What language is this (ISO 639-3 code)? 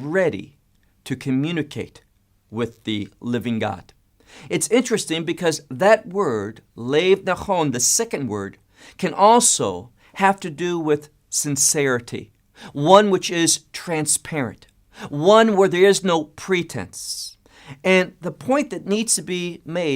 eng